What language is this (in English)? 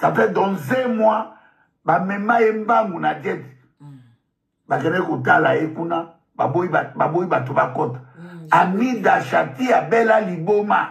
Lingala